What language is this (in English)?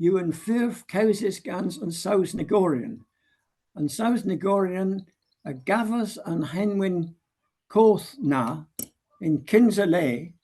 Cornish